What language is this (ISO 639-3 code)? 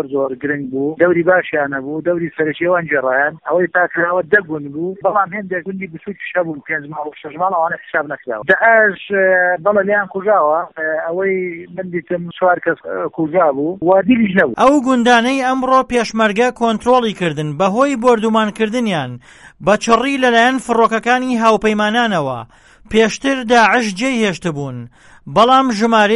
ckb